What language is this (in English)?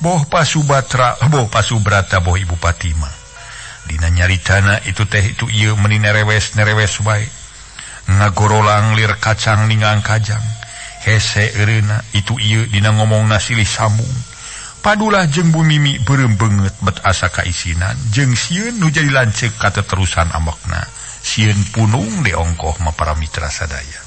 Sundanese